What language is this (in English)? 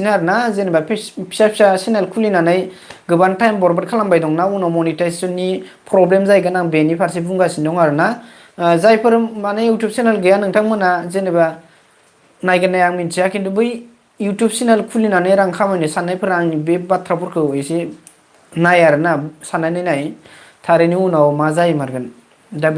Bodo